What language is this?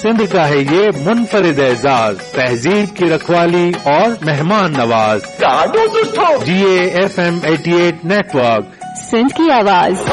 Urdu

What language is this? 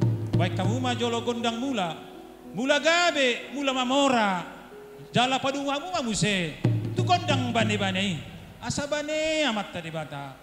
Batak Toba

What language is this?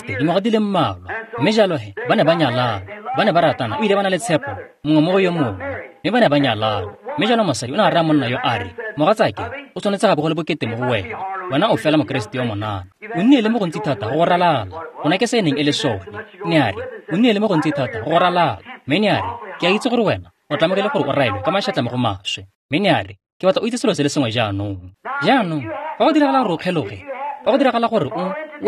Tswana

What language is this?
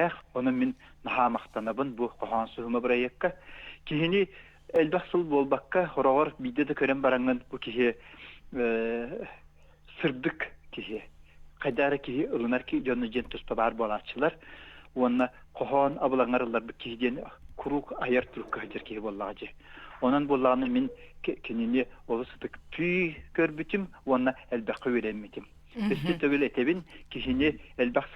Yakut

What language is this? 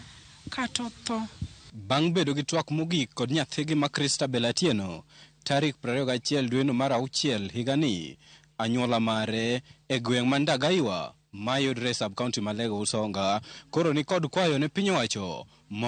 Luo (Kenya and Tanzania)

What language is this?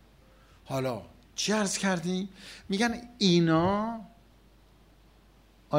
Persian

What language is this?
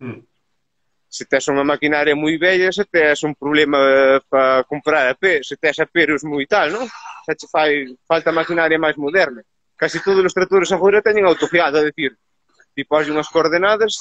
Galician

